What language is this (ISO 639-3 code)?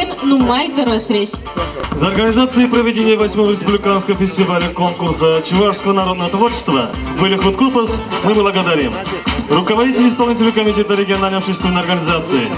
chv